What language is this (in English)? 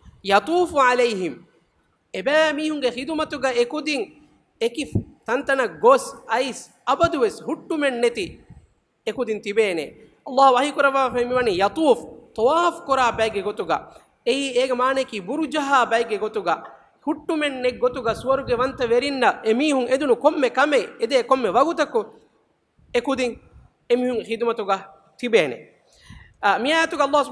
Divehi